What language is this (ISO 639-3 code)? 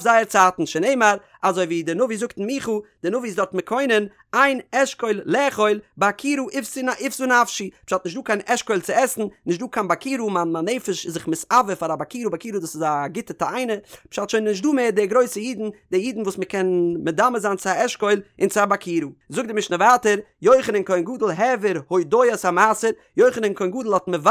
yid